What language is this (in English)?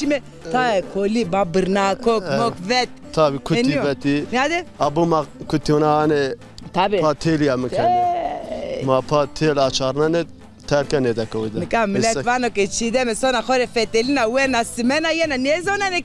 Zaza